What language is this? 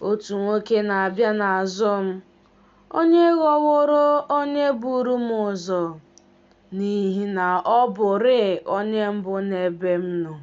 Igbo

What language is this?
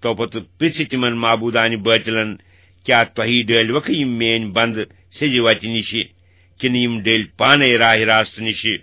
Kashmiri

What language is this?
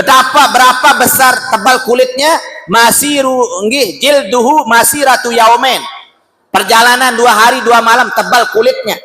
Sasak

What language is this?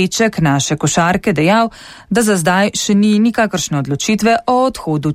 Slovenian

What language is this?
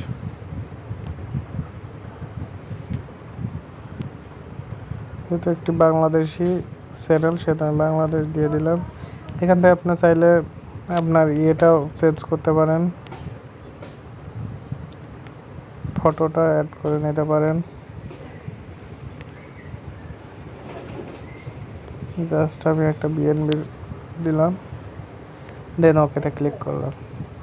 Bangla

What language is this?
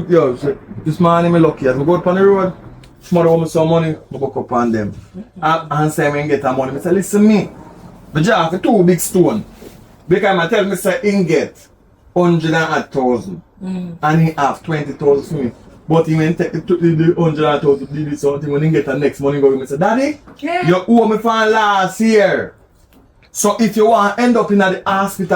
Jamaican Creole English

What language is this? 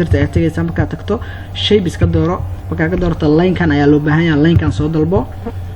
Somali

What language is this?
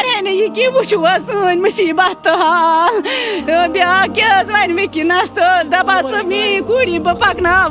Kashmiri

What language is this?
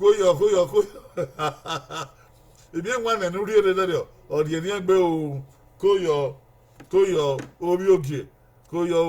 Bini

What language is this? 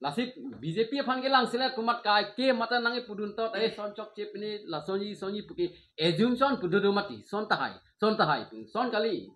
Karbi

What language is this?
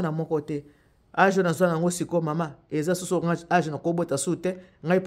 Lingala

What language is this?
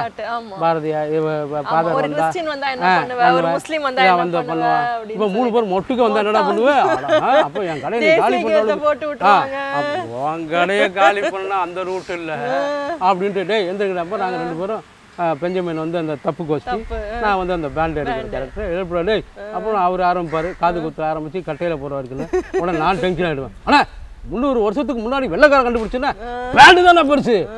Tamil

